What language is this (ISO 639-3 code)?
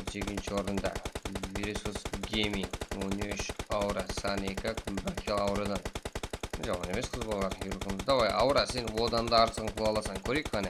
kaa